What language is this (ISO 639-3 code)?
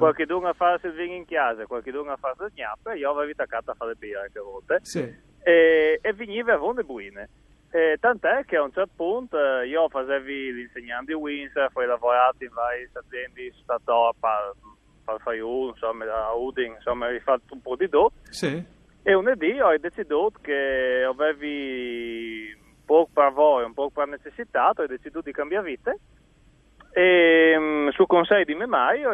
fur